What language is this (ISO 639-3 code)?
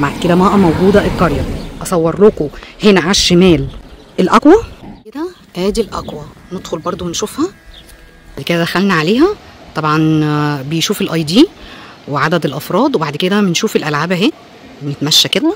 arz